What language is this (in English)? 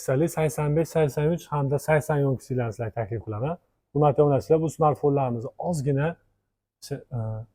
Uzbek